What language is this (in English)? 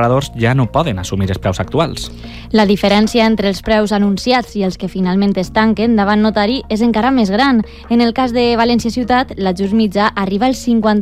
Catalan